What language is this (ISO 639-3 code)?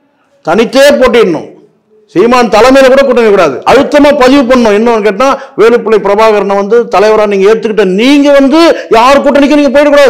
tam